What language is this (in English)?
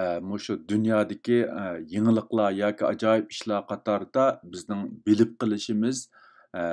Uyghur